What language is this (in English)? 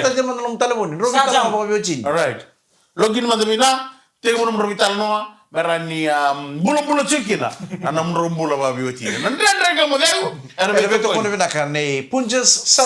Fijian